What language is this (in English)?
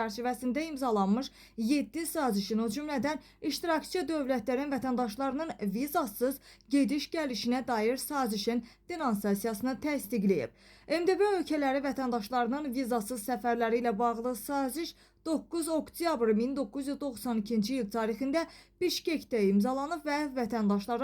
Azerbaijani